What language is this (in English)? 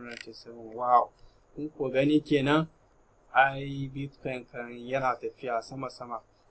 Hausa